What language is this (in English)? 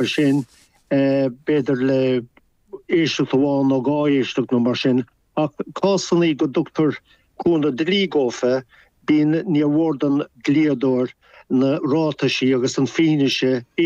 Irish